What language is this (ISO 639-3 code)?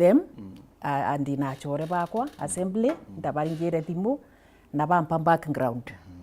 mer